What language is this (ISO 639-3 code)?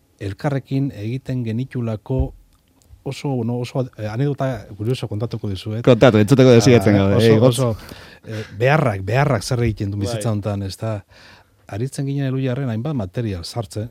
eus